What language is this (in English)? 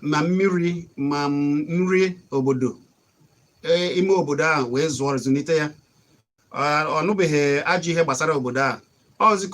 Igbo